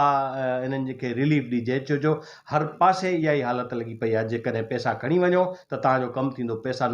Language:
Sindhi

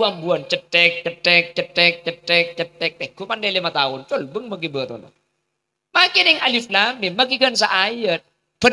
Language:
Madurese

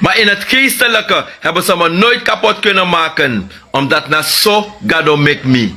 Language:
Sranan Tongo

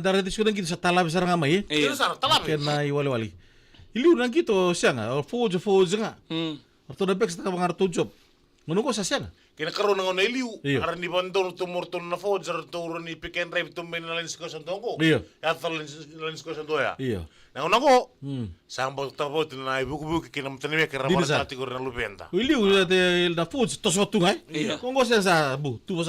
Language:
Fijian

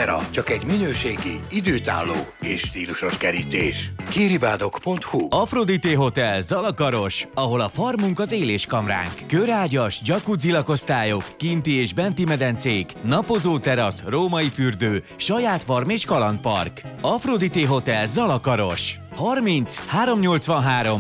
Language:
Hungarian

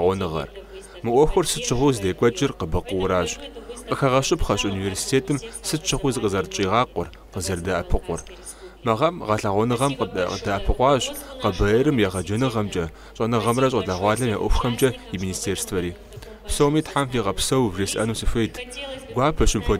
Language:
Kabardian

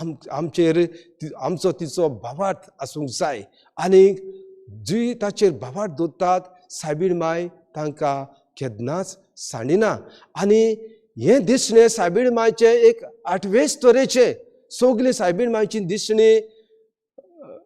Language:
Konkani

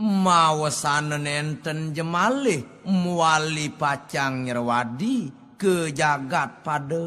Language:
Balinese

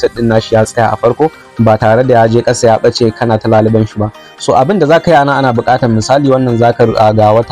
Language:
Hausa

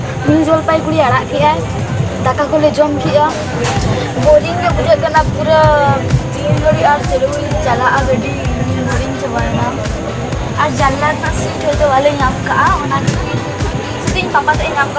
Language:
Santali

